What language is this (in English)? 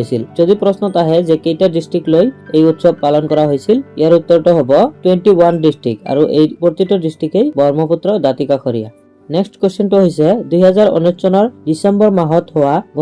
Assamese